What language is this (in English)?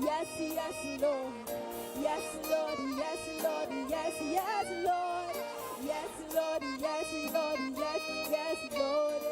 Ewe